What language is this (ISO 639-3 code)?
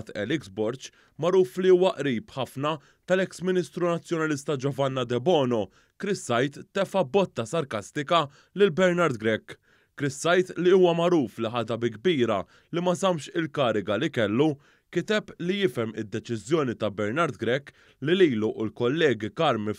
mlt